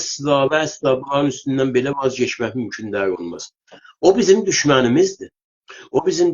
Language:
South Azerbaijani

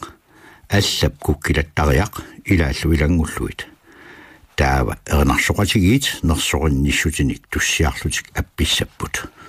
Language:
Kalaallisut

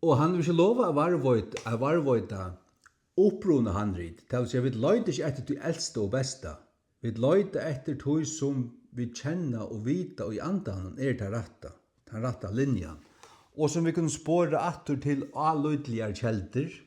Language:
Faroese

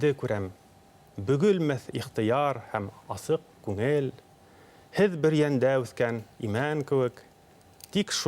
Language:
Bashkir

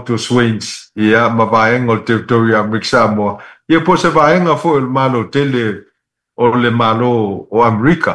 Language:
Samoan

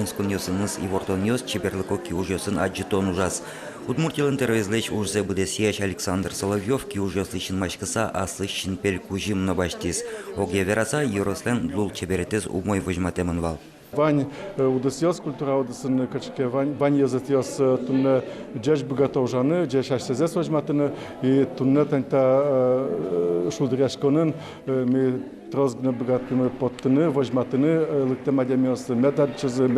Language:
Udmurt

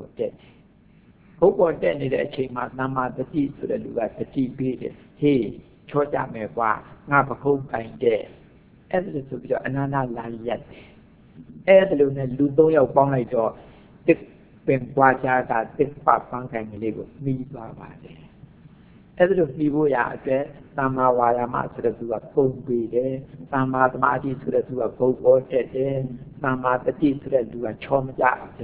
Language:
Burmese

